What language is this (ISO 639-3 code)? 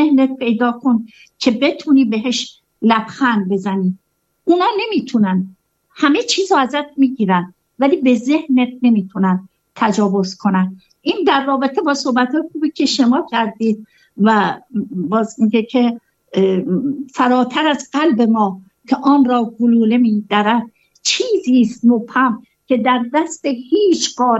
fas